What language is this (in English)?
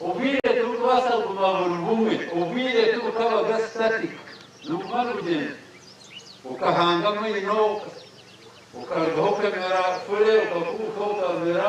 Nyankole